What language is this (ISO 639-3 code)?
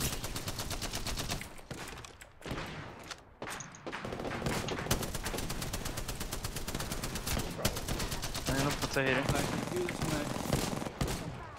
nor